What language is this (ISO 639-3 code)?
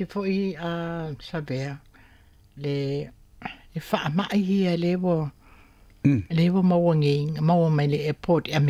smo